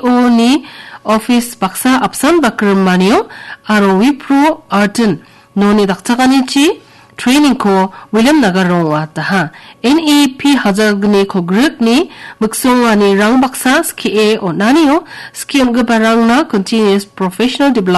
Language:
Garo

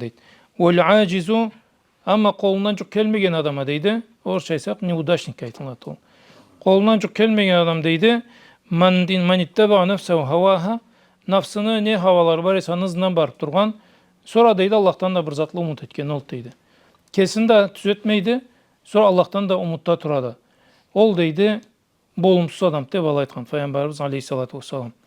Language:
Karachay-Balkar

